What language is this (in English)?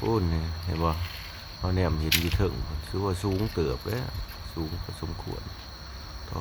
Lao